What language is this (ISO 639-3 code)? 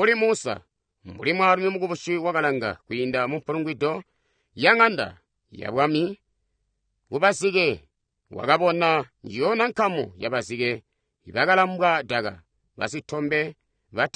toi